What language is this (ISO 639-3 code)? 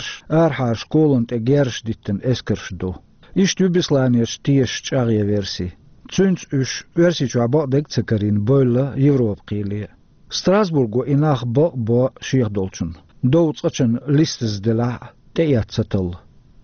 che